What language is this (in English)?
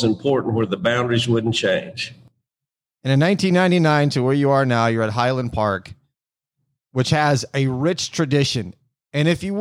English